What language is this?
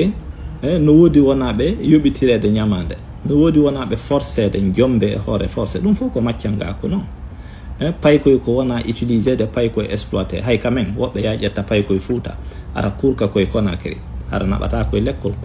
Fula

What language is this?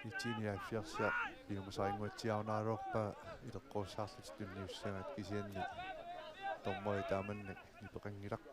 Kalaallisut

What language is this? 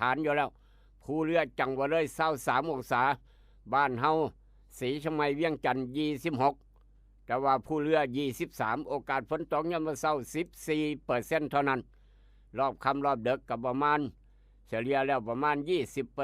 Northeastern Thai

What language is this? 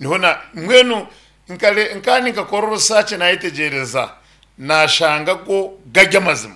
Nyankole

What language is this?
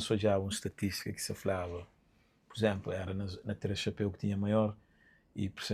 Kabuverdianu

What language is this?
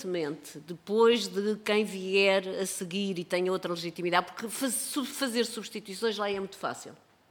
Portuguese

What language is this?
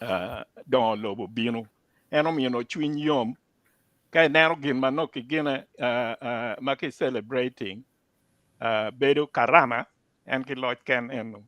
Acoli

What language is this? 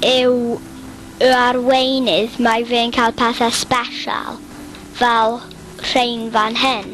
Welsh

